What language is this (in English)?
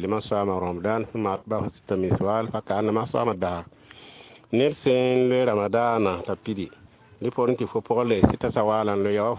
Mossi